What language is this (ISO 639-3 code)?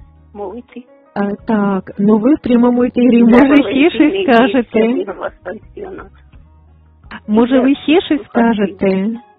ukr